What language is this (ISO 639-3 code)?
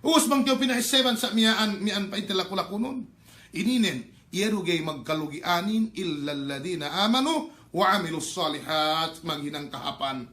yka